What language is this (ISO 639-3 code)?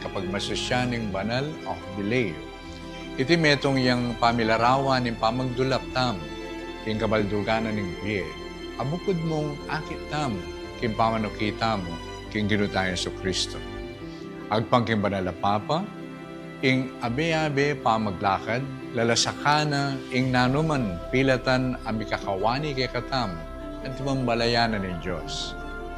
pam